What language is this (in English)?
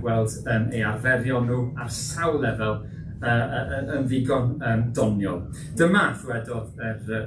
Welsh